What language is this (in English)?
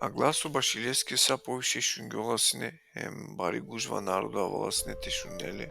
Balkan Romani